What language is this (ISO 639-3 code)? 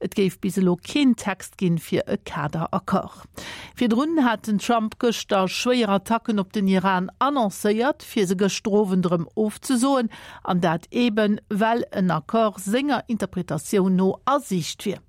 ltz